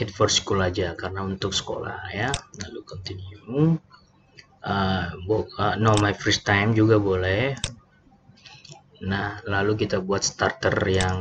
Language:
Indonesian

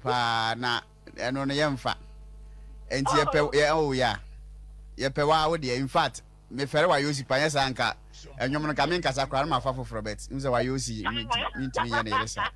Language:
Akan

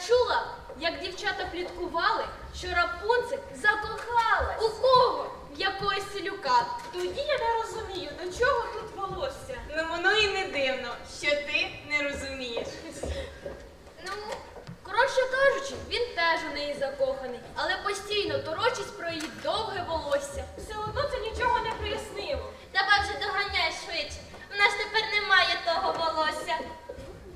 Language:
Ukrainian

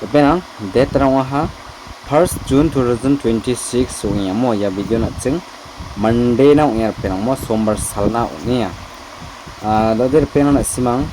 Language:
Garo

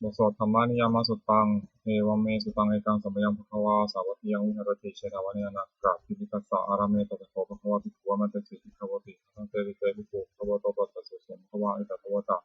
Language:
Pali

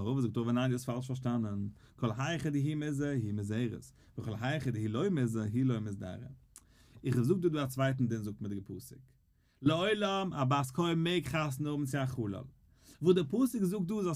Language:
Yiddish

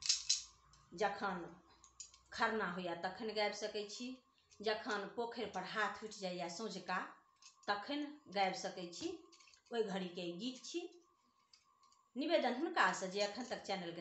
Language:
Maithili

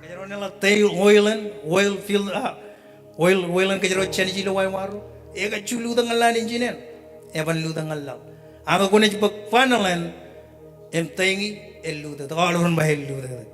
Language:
Marshallese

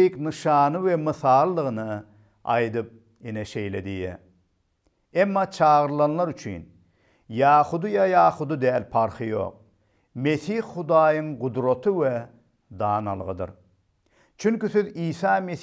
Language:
Turkmen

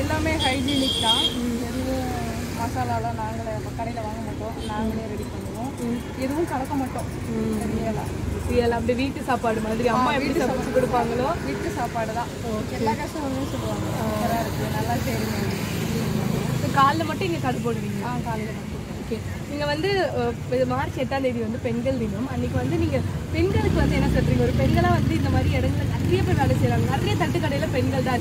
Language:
Tamil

